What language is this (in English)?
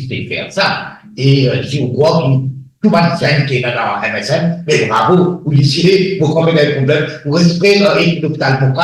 Morisyen